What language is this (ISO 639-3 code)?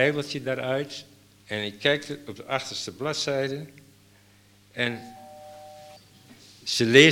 nld